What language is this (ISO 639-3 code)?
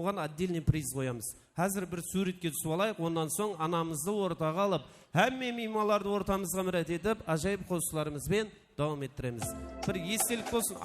kaa